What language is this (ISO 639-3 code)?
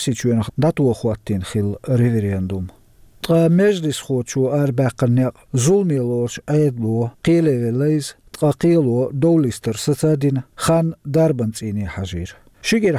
che